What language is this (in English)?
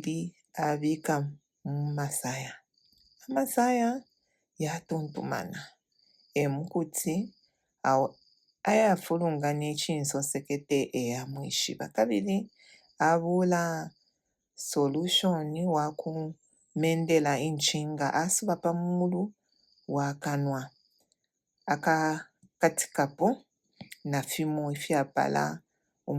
Bemba